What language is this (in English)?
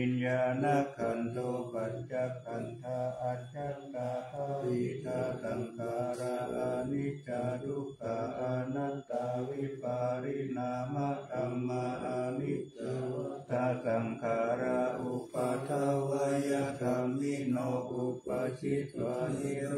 Pali